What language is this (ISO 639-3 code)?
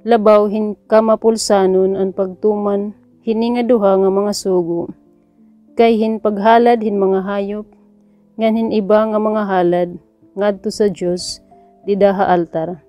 war